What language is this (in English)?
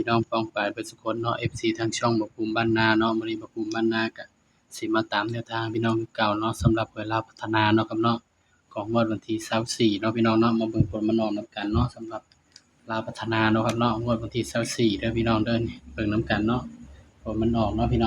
Northeastern Thai